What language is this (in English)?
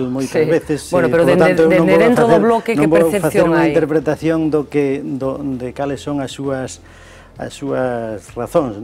Galician